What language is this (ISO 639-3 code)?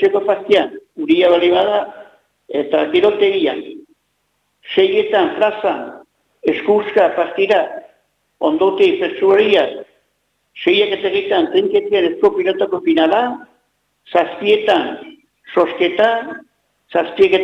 eus